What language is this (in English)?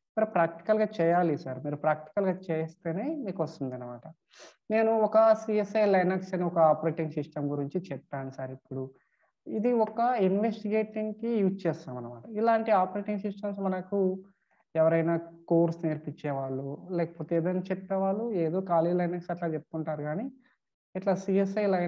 Telugu